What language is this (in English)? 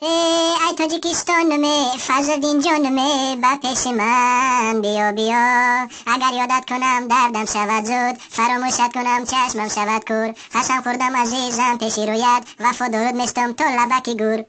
Tajik